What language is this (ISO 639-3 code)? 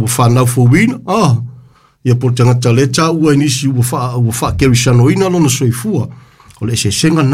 smo